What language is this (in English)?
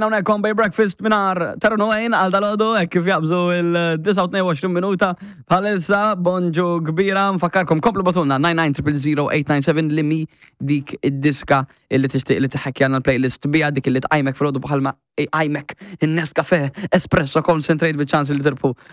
Maltese